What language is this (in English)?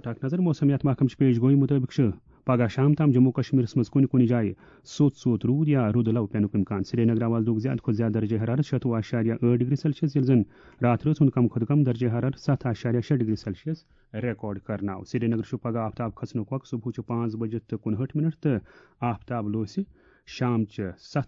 Kashmiri